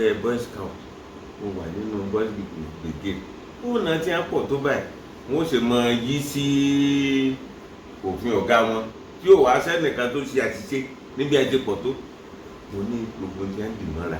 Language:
Yoruba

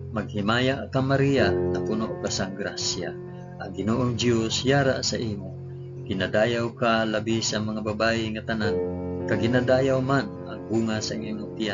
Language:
Hiligaynon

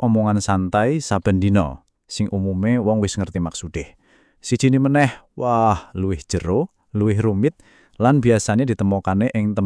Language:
Javanese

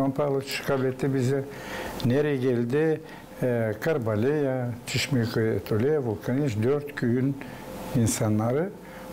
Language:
Gagauz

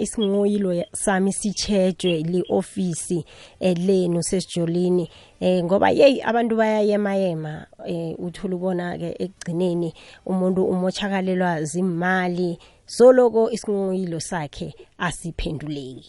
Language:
South Ndebele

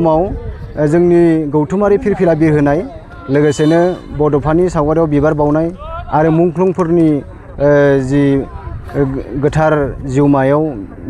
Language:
Bodo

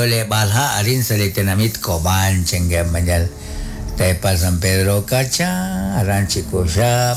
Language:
Kekchí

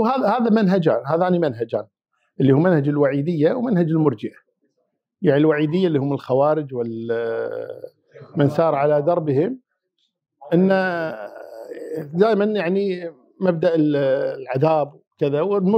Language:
Arabic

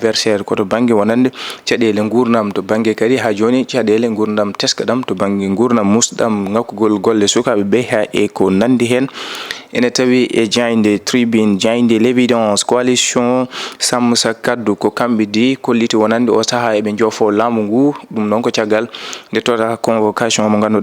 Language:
Fula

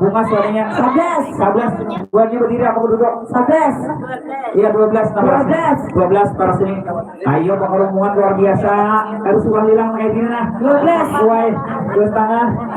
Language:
Banjar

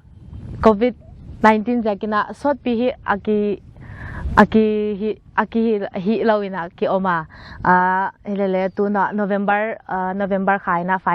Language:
Paite Chin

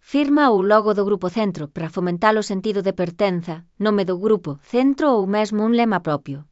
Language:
Galician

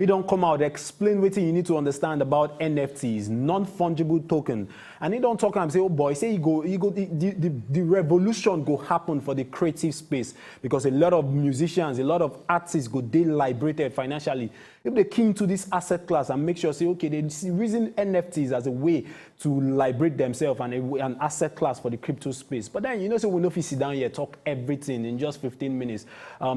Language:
Nigerian Pidgin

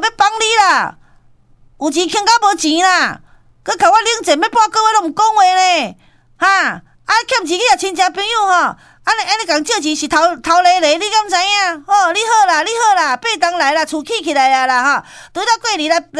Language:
Min Nan Chinese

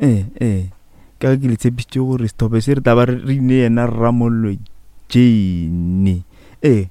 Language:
Northern Sotho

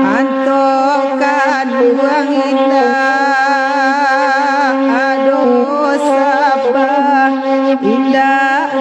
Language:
Minangkabau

